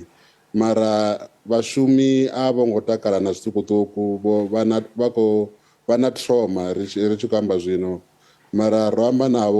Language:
Venda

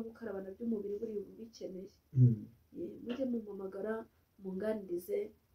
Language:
Kinyarwanda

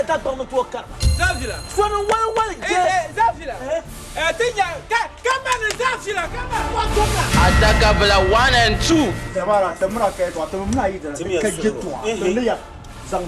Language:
Dagbani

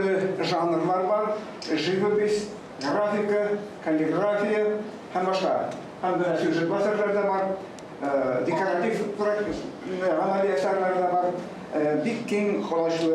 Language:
Tatar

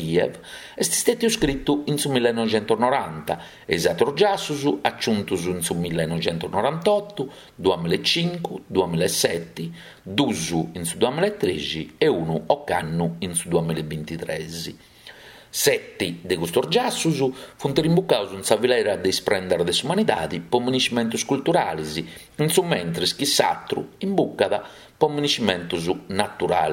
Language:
Sardinian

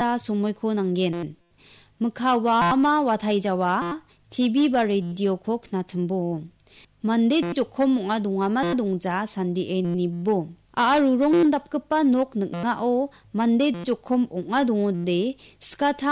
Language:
Garo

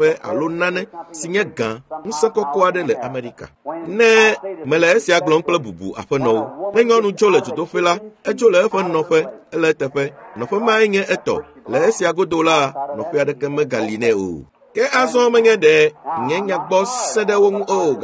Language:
Ewe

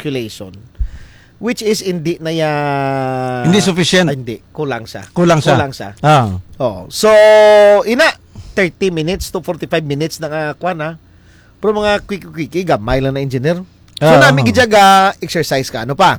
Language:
Hiligaynon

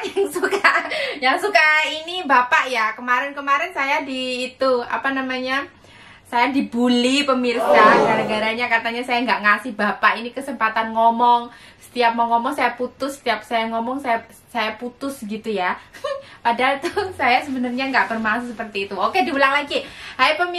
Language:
Indonesian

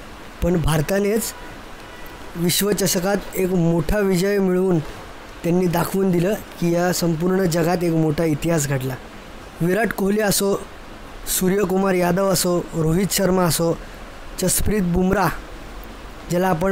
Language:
Marathi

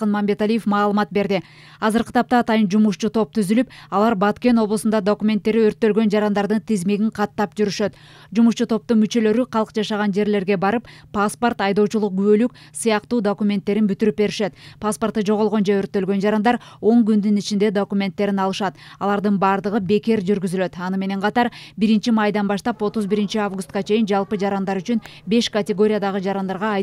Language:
Kyrgyz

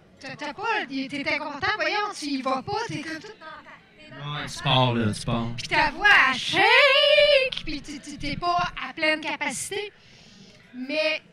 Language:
French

